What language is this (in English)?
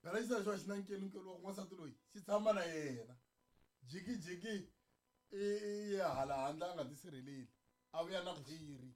Tsonga